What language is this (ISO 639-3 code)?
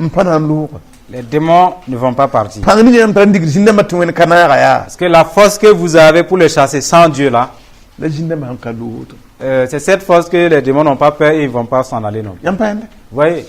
mos